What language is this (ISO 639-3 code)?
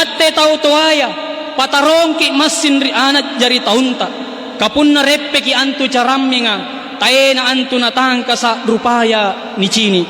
mak